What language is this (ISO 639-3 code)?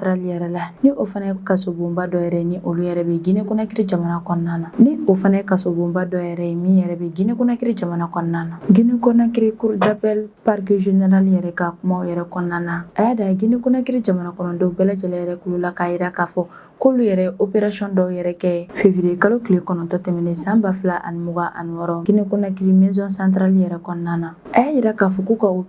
bam